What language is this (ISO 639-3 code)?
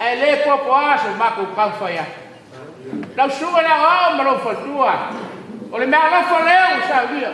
smo